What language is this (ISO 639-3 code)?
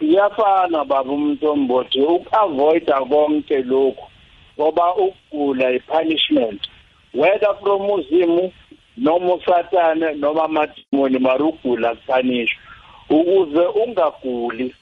nbl